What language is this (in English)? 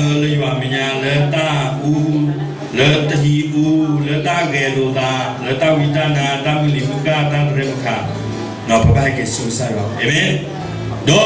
S'gaw Karen